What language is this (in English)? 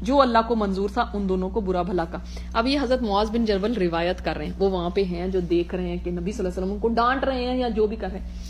Urdu